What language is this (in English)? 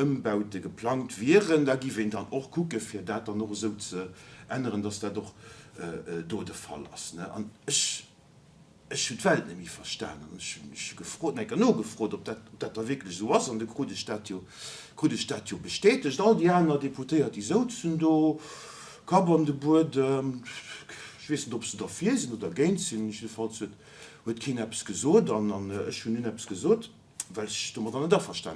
Luxembourgish